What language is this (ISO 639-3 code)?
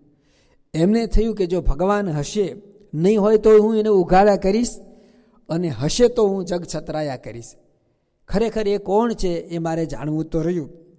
guj